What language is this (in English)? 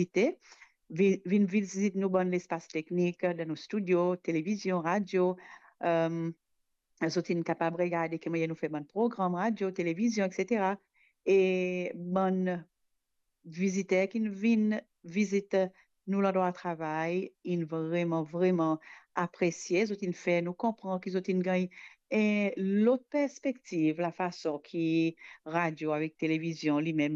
Morisyen